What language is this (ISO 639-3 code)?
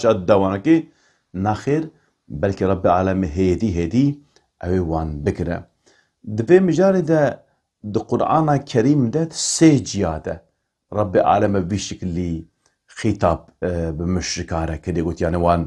kur